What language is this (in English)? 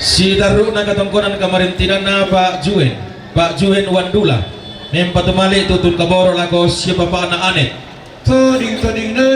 Toraja-Sa'dan